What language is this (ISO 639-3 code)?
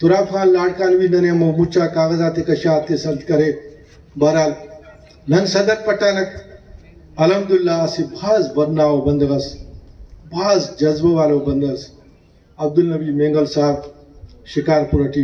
brh